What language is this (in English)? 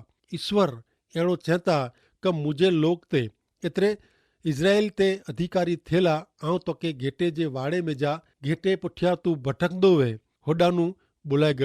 Kachhi